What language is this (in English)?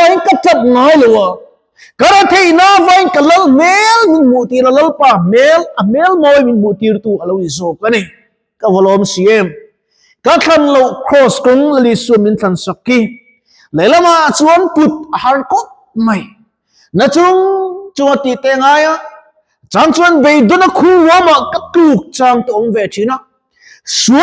Mizo